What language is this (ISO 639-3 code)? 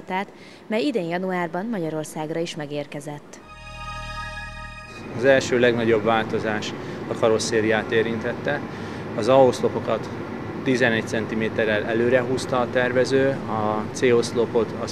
hun